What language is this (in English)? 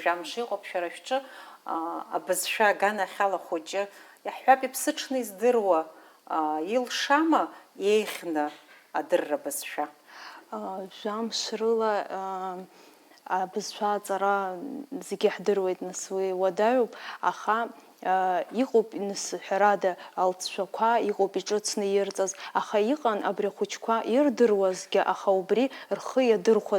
Abkhazian